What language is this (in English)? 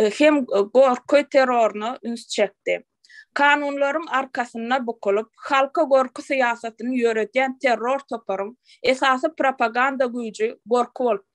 Turkmen